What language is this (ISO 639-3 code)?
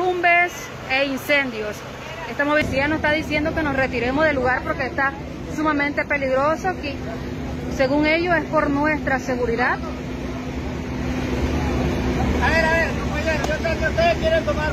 spa